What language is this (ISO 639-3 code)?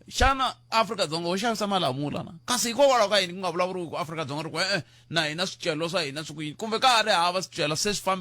tso